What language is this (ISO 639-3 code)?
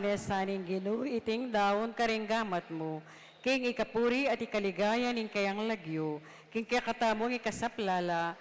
pam